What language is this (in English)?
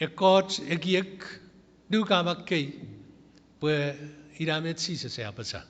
Chuukese